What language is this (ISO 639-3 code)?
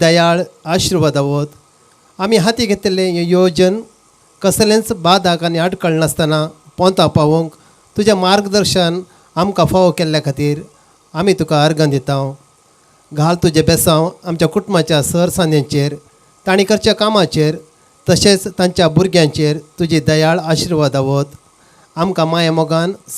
kok